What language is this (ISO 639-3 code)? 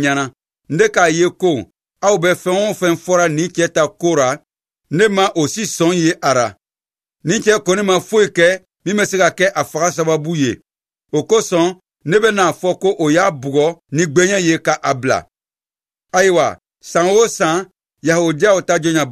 bam